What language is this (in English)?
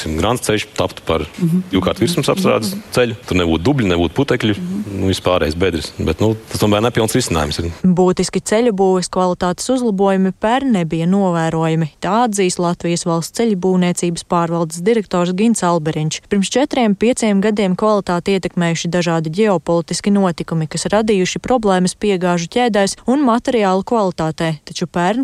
Latvian